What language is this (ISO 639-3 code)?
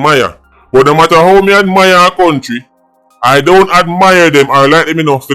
jam